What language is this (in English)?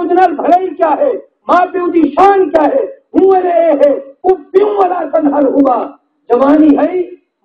Saraiki